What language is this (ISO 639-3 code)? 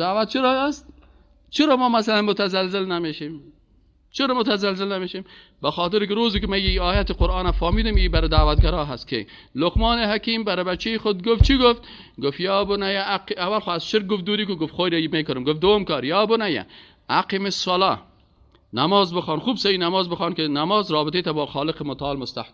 fas